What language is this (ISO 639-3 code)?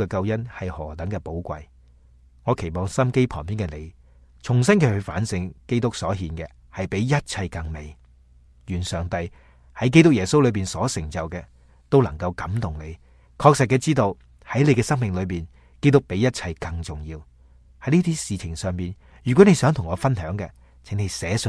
yue